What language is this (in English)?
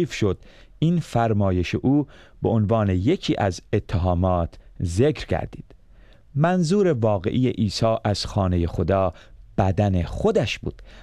Persian